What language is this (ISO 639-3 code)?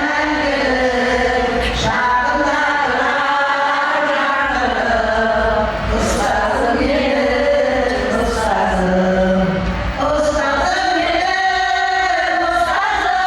kaa